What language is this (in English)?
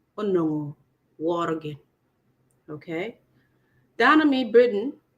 Acoli